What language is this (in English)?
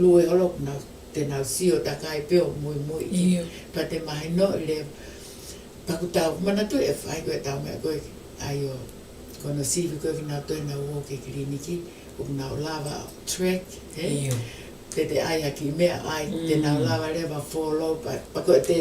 Tongan